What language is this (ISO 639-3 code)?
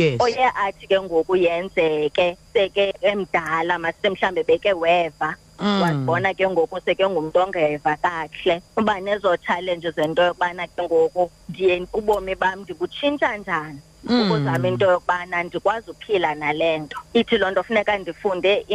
xho